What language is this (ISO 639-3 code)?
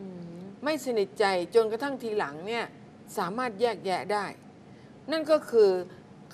tha